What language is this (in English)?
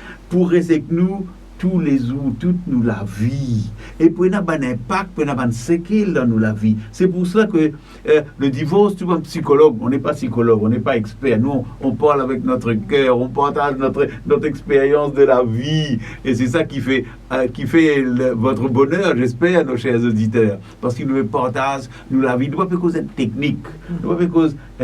Morisyen